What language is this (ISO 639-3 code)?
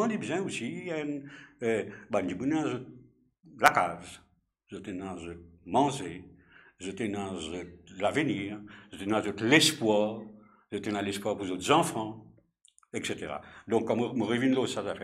mfe